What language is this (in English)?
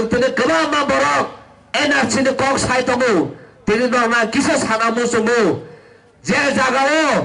Kok Borok